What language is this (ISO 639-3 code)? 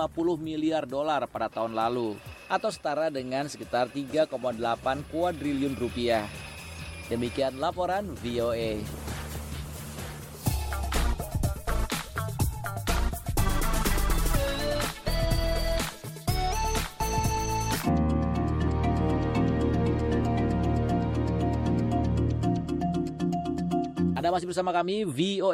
ind